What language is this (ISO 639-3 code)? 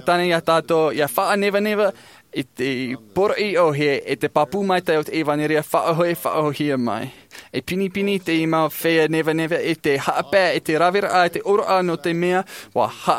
tah